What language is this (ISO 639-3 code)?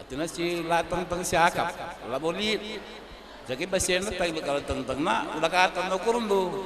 btx